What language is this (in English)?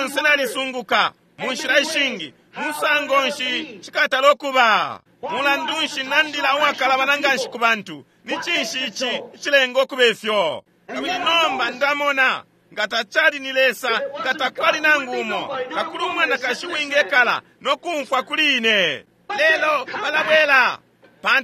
Bemba